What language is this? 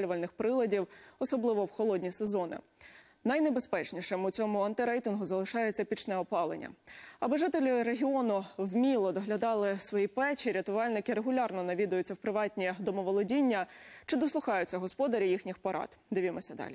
Ukrainian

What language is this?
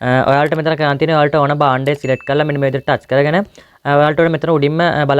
Sinhala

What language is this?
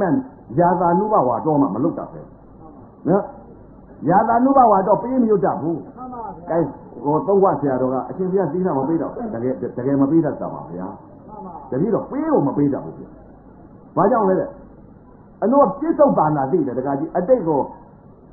Burmese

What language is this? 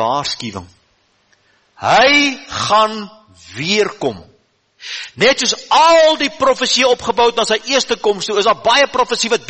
Afrikaans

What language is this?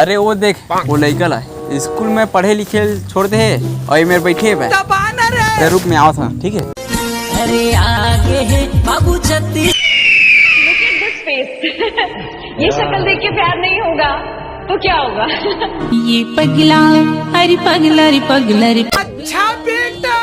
Chhattisgarhi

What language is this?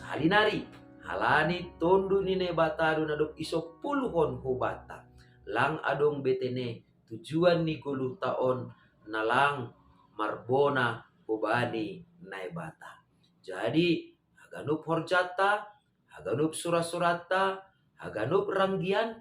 Batak Simalungun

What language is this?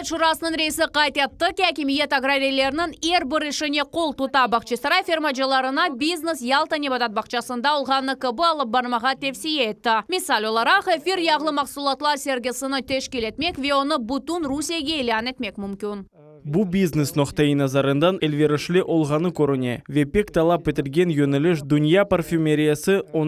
Crimean Tatar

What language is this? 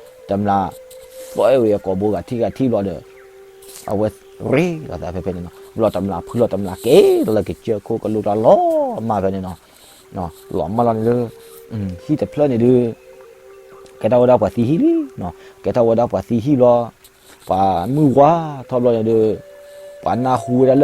S'gaw Karen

